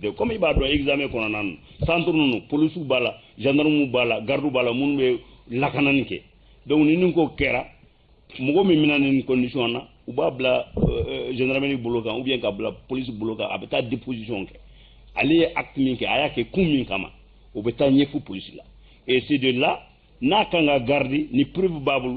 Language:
Bambara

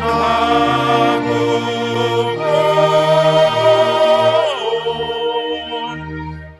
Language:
Batak Simalungun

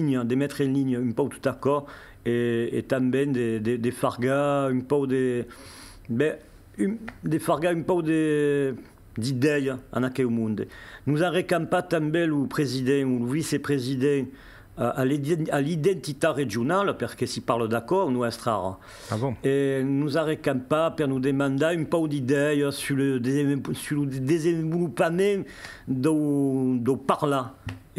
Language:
Occitan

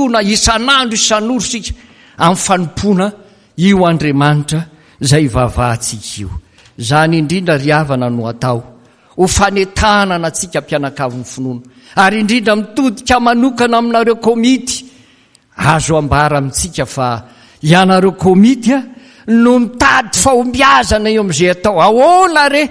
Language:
Malagasy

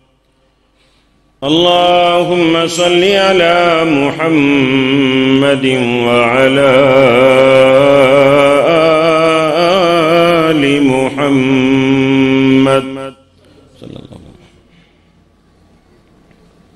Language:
Urdu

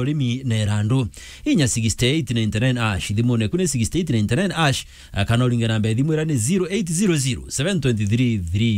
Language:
Meru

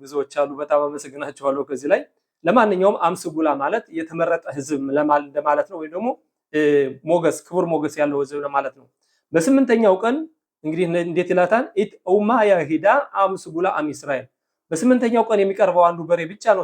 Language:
Amharic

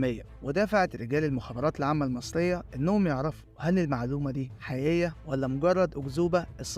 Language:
Egyptian Arabic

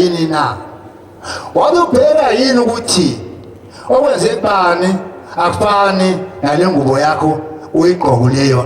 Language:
Zulu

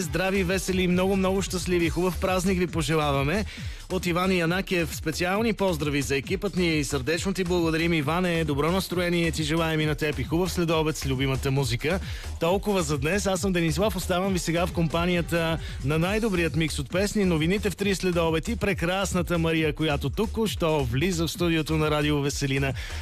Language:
Bulgarian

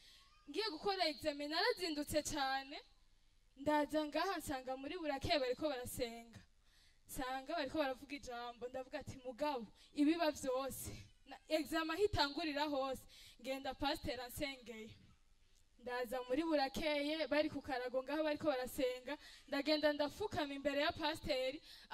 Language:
Rundi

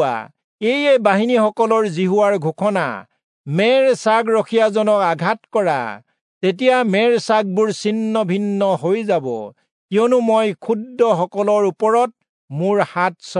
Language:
Assamese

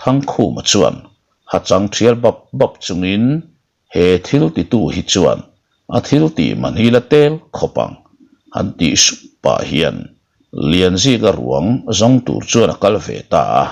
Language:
Mizo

